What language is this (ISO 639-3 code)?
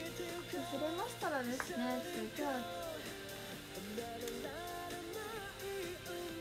jpn